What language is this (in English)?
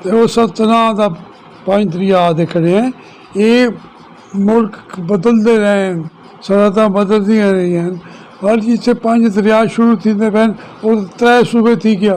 Saraiki